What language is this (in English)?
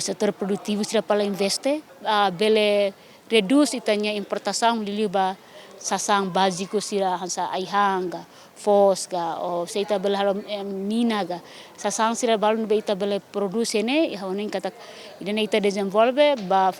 Tetum